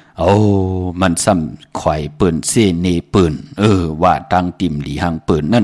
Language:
Shan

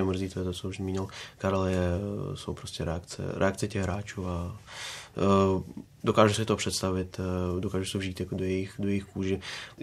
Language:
Czech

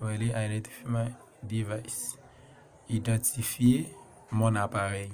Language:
Haitian Creole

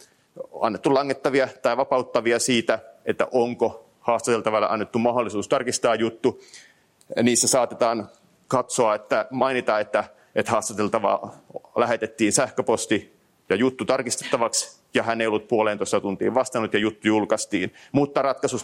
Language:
Finnish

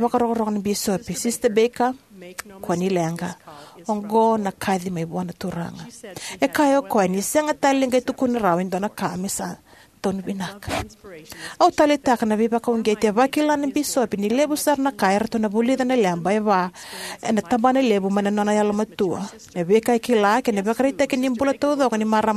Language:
Fijian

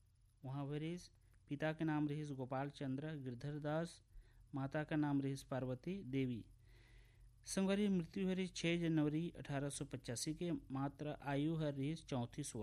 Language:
Chhattisgarhi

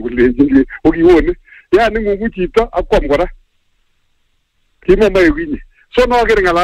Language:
Swahili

